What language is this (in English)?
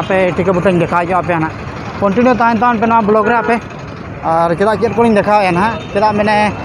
Santali